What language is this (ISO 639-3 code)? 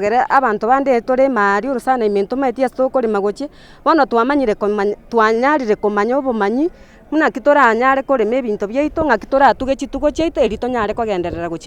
guz